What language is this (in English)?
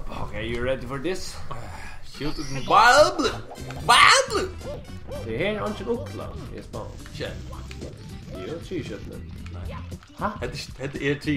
Faroese